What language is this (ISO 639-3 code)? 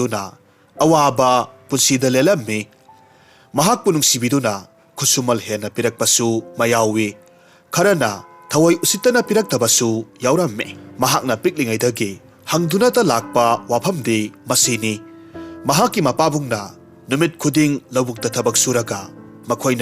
mni